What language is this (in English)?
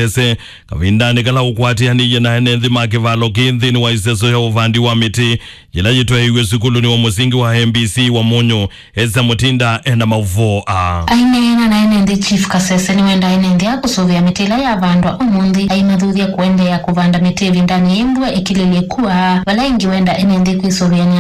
Kamba